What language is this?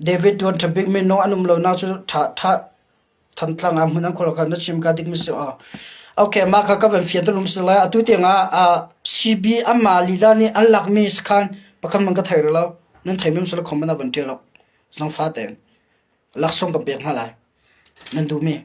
Hakha Chin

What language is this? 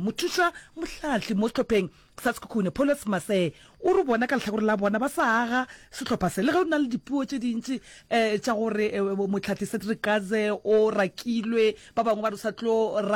Northern Sotho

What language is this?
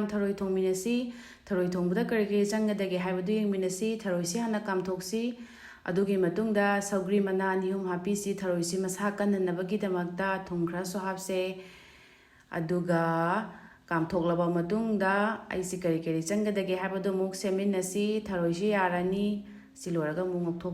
Manipuri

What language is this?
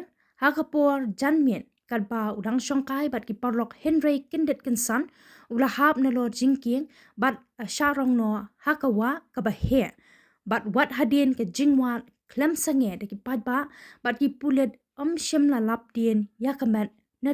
Khasi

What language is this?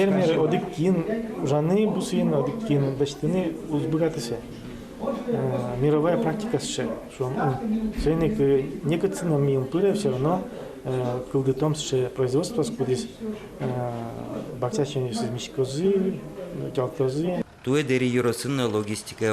Udmurt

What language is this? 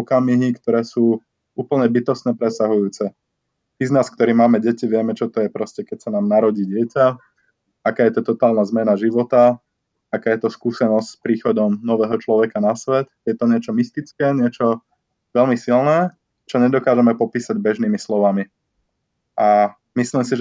Slovak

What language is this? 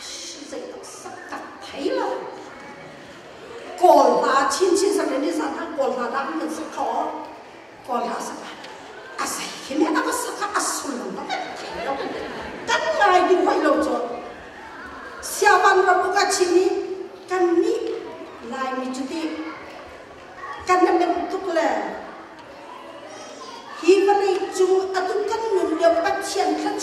Thai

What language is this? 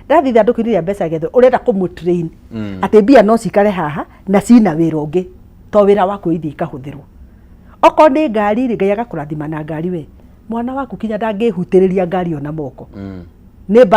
Kikuyu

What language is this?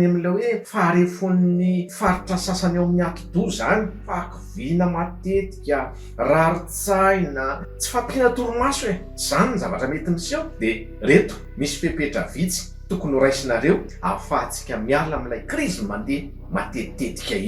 Malagasy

